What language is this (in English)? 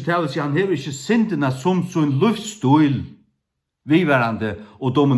Faroese